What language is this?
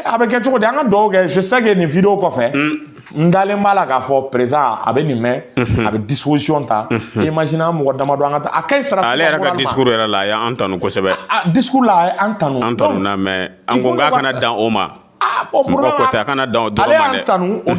Bambara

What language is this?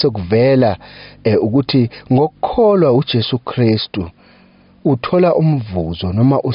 Zulu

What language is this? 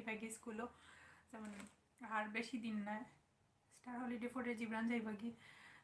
Sylheti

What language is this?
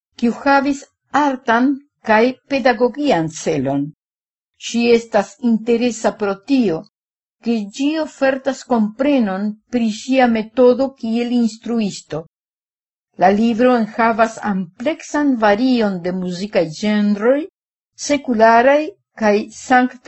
Esperanto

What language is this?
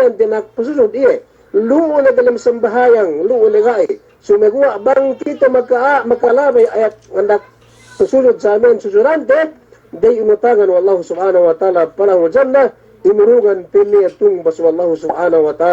Yakan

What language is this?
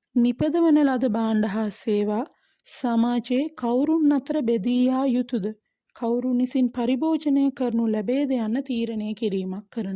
Sinhala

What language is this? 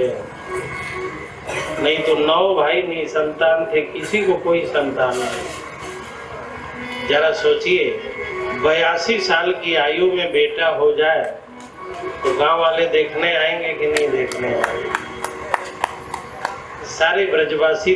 Hindi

